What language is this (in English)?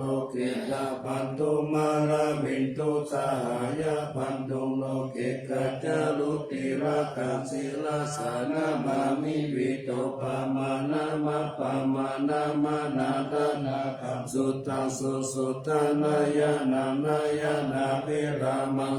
Pali